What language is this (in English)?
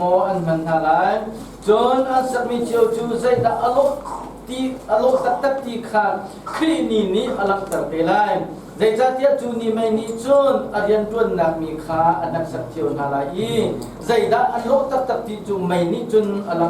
Hakha Chin